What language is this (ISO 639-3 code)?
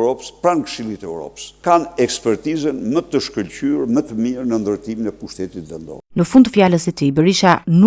sqi